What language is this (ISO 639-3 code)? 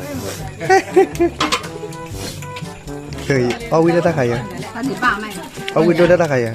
ksw